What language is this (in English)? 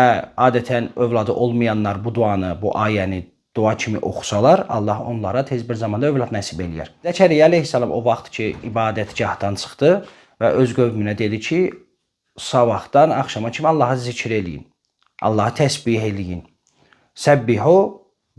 Azerbaijani